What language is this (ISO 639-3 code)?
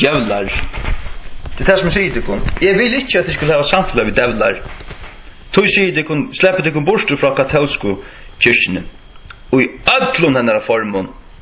fao